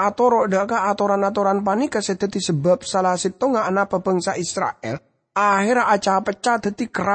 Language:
Madurese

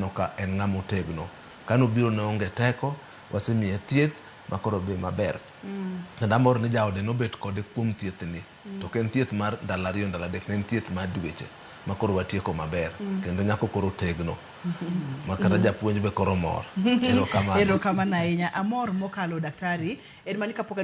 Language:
Luo (Kenya and Tanzania)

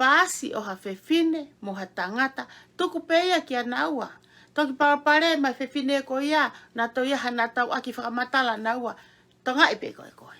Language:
Tongan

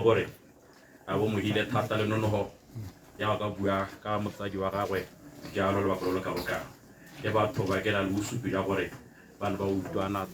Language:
Tswana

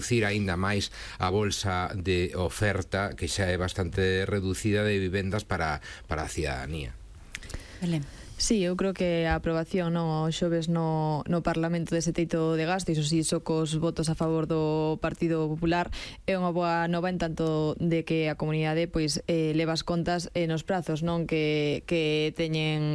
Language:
Galician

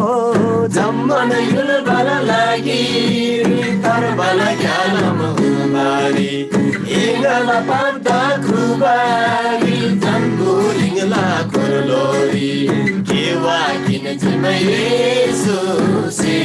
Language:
Eastern Tamang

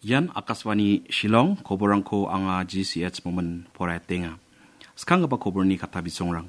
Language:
Garo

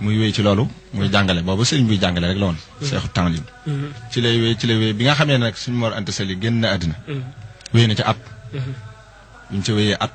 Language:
Wolof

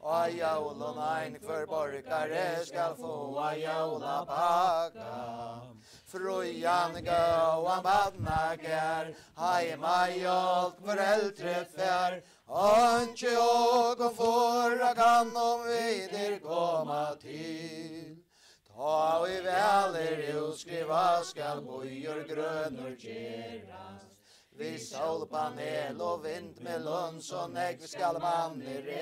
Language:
Faroese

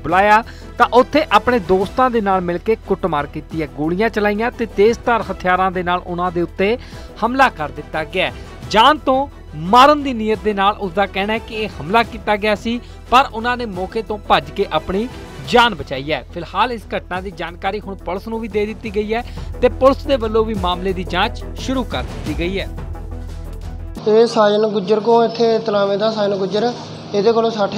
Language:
Punjabi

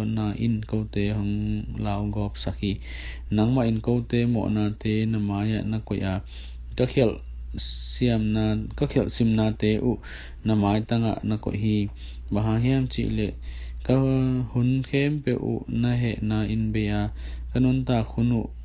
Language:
Tedim Chin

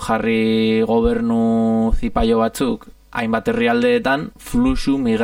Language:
Basque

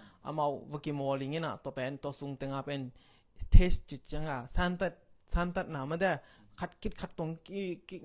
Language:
Tedim Chin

